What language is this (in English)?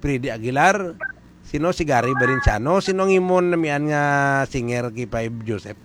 Hiligaynon